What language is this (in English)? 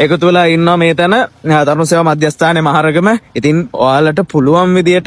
Sinhala